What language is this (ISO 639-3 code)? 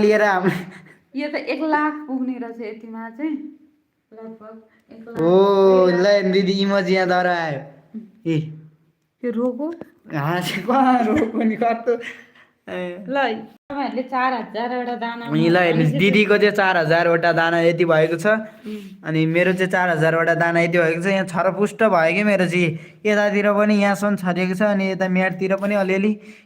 nep